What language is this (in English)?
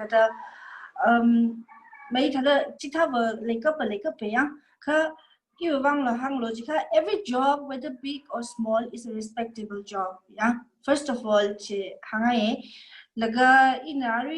Tangkhul Naga (India)